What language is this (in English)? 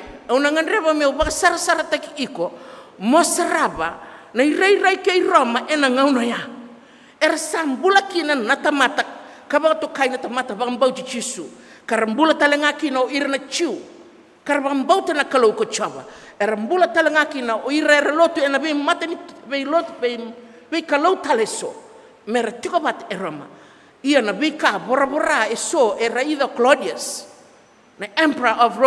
Fijian